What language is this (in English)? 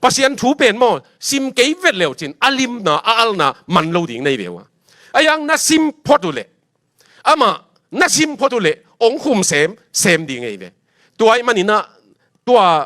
Tedim Chin